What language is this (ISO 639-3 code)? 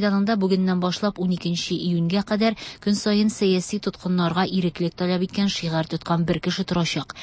tat